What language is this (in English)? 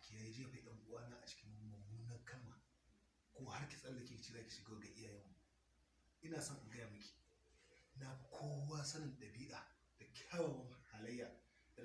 Hausa